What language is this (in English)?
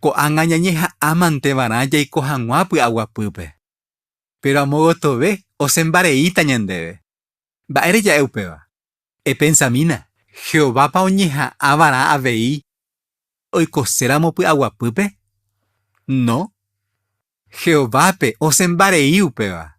Guarani